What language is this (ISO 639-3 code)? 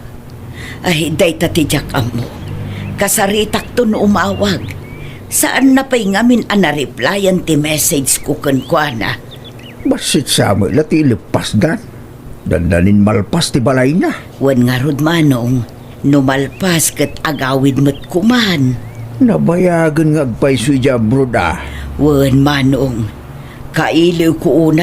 ilo